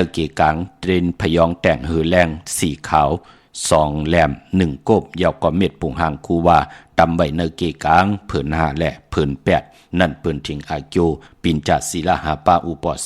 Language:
Shan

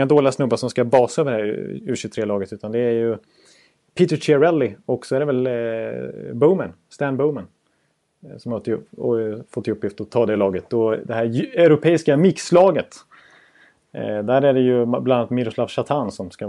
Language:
Swedish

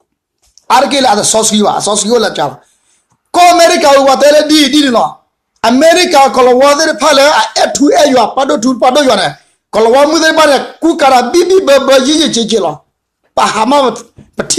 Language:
S'gaw Karen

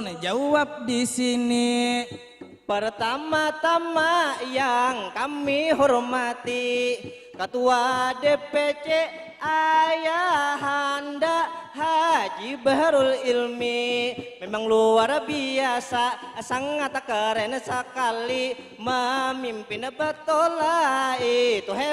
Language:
Banjar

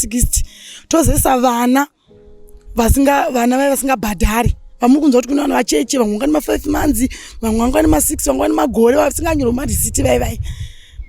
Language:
Shona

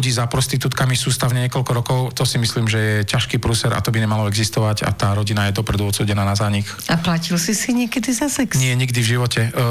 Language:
Slovak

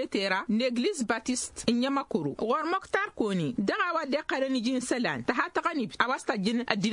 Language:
Tamasheq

